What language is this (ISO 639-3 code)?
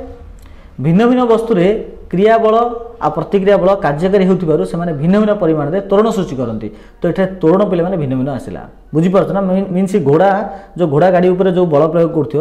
ori